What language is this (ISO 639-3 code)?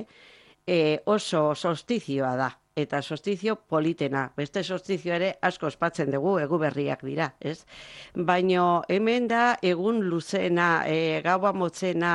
eus